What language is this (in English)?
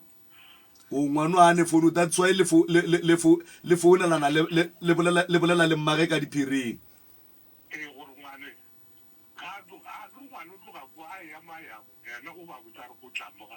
Northern Sotho